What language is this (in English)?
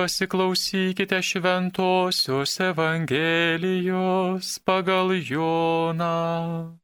Lithuanian